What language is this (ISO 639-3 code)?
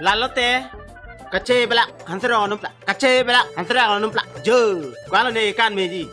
mjw